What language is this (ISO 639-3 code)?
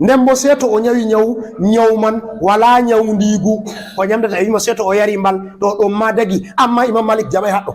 ful